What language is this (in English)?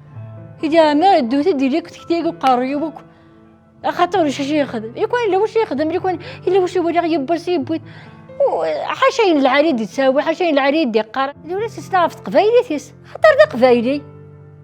Kabyle